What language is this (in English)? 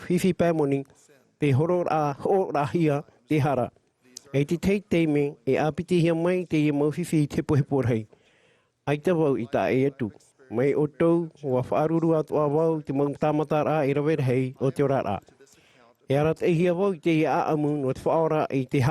Tahitian